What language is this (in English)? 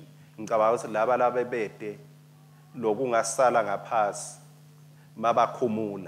Swati